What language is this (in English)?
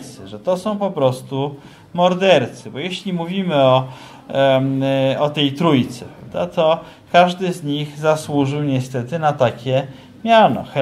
Polish